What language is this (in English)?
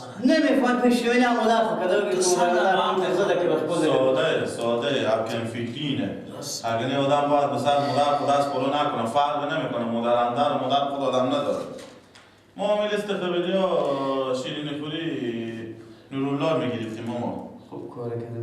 Persian